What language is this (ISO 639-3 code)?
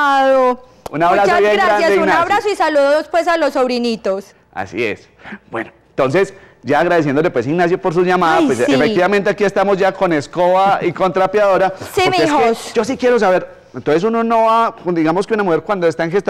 spa